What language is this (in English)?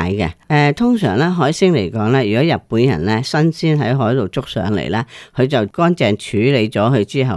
Cantonese